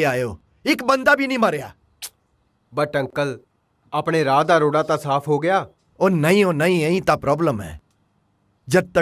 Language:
Punjabi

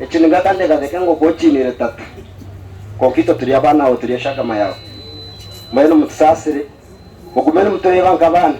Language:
Nyankole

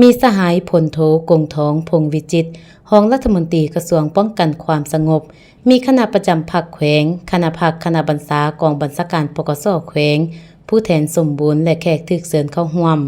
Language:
Lao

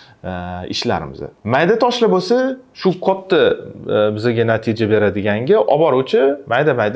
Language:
Uzbek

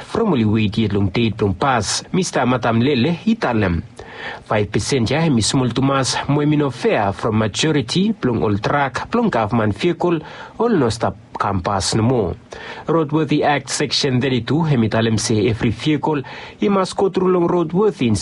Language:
Bislama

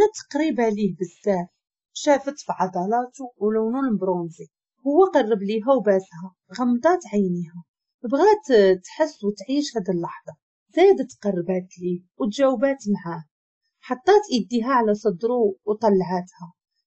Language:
Moroccan Arabic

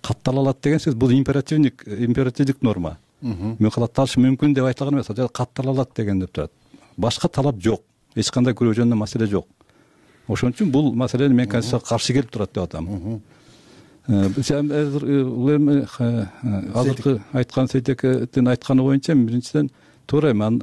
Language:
Kyrgyz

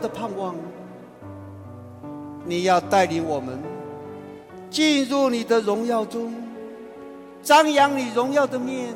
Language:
Chinese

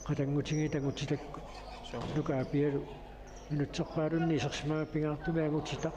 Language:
Kalaallisut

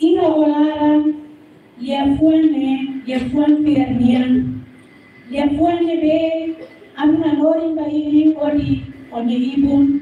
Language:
Tetum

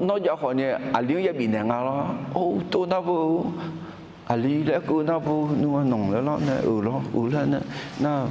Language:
Akha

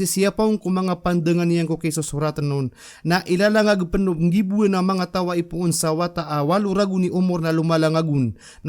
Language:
Maranao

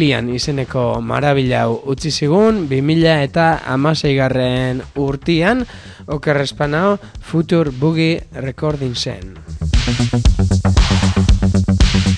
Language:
Basque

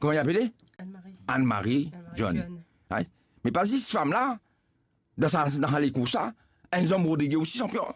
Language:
Morisyen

